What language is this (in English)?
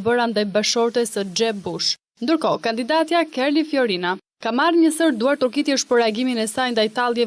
Albanian